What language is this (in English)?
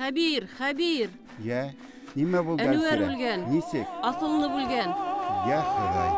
Bashkir